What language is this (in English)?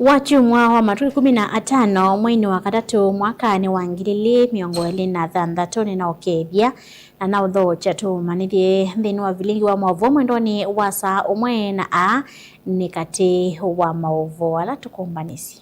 Kamba